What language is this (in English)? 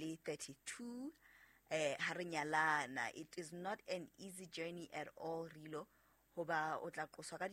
Southern Sotho